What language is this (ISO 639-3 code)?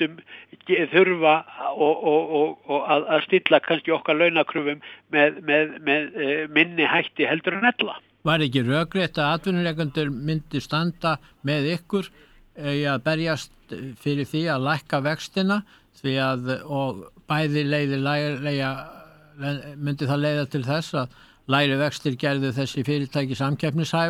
isl